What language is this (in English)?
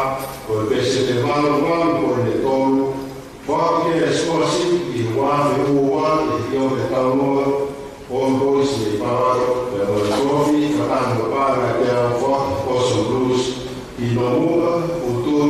Tongan